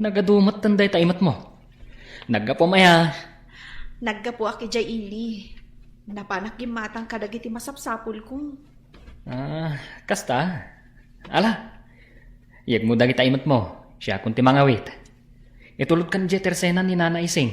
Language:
Iloko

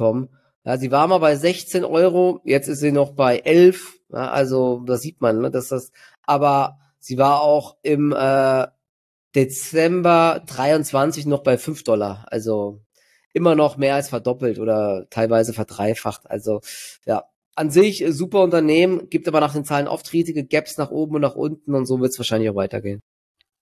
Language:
German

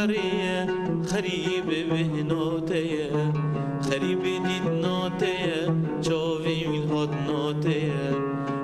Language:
Kurdish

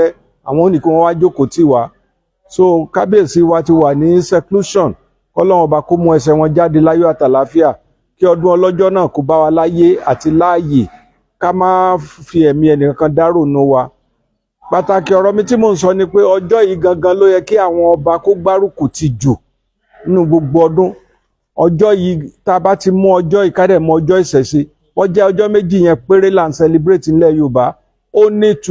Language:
Yoruba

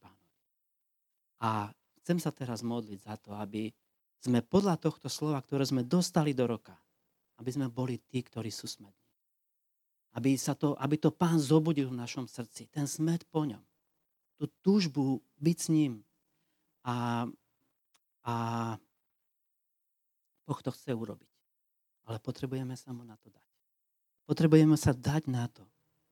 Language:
Slovak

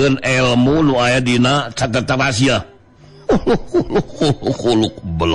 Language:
Sundanese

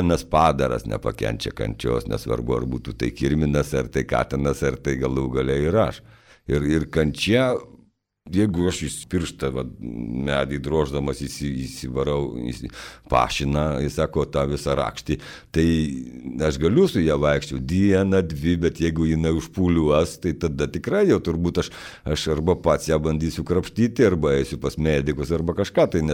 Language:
Lithuanian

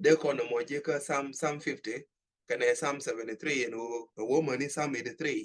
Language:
Nuer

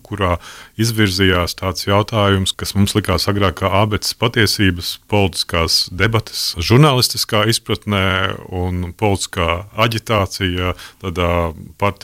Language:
Latvian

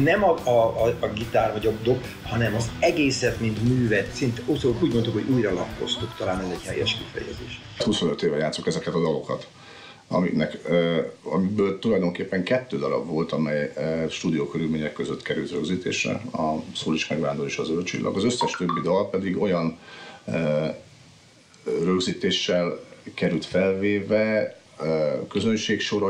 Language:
Hungarian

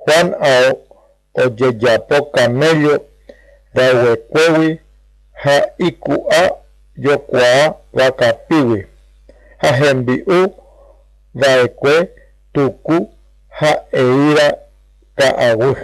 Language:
Guarani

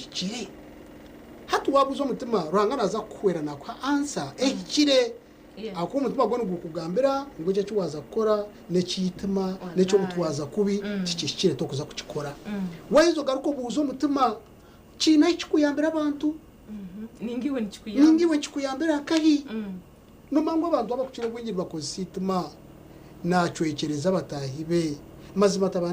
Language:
Nyankole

